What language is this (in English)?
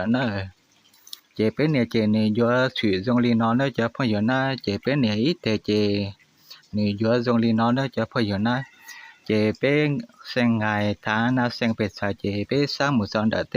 Hmong